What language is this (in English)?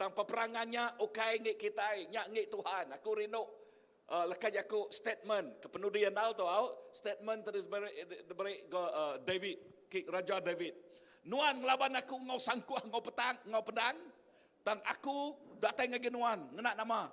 Iban